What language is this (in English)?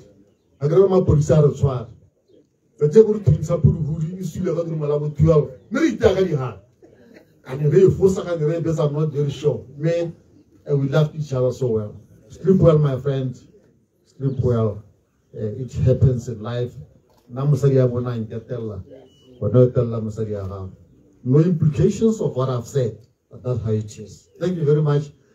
Tswana